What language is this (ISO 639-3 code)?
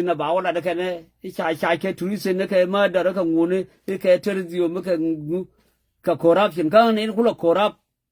nus